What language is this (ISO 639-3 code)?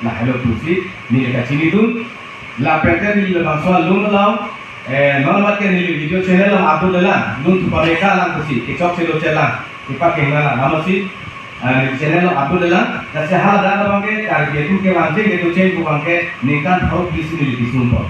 mjw